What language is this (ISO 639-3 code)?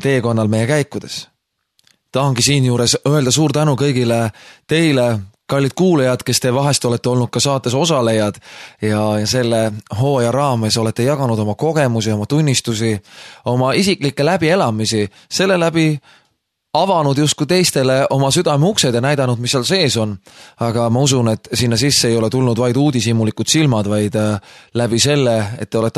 est